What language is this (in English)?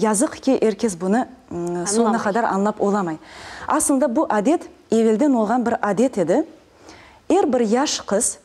Crimean Tatar